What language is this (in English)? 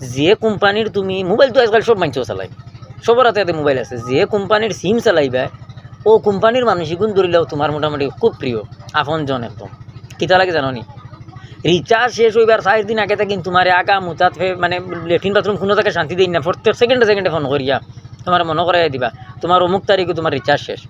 Sylheti